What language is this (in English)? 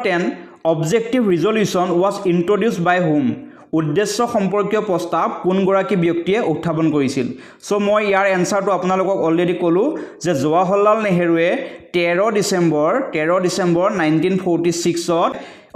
Assamese